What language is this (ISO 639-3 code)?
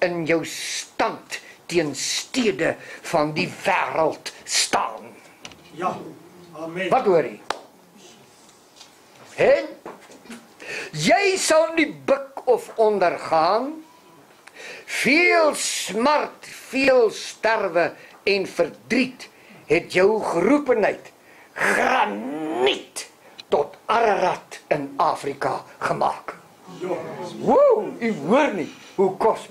afr